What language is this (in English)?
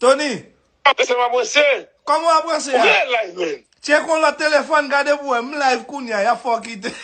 Haitian Creole